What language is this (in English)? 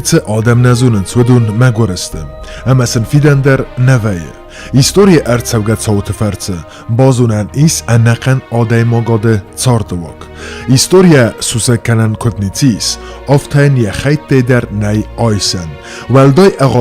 Ossetic